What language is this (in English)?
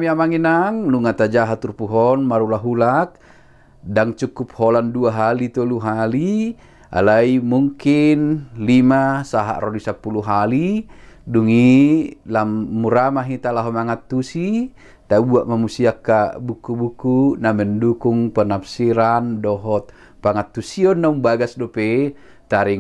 Batak Toba